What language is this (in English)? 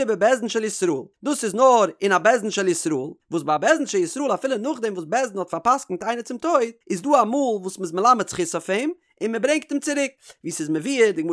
Yiddish